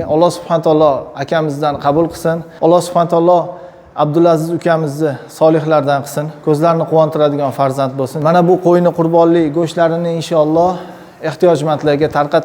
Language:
Uzbek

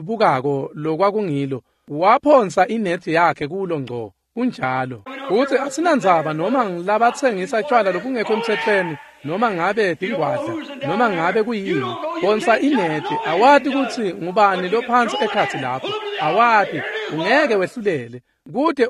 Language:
Swati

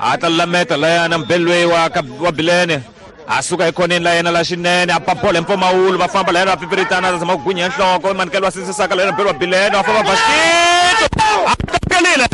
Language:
Tsonga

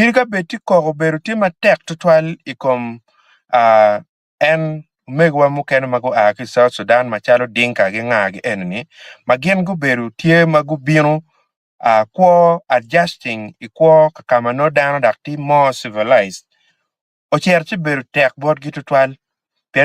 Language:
Acoli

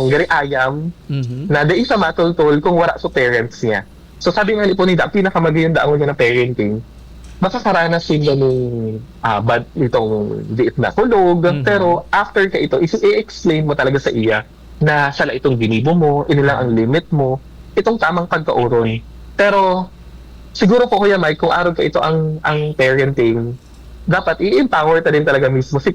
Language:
Bikol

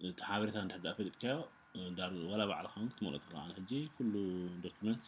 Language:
Tigrinya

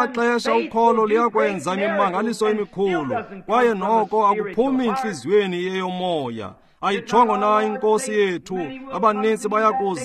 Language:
Xhosa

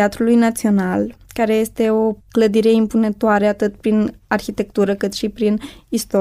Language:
Romanian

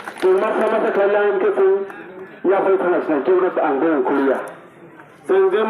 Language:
Kok Borok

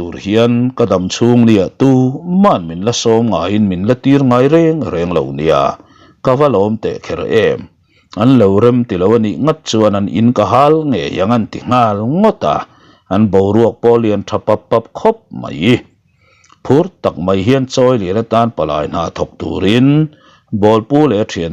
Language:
Mizo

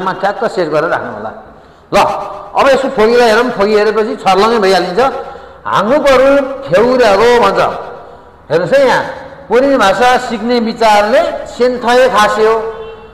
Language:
Nepali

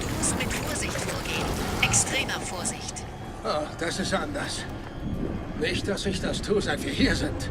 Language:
Bavarian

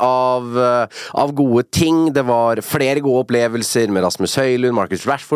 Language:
Norwegian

